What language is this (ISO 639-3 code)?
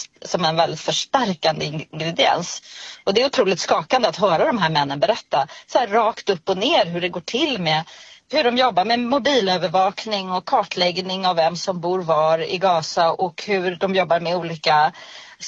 swe